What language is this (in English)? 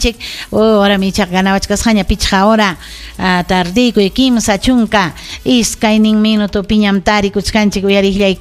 Ayacucho Quechua